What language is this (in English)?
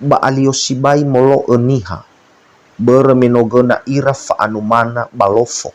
Nias